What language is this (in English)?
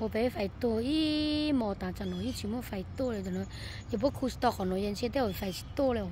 Hmong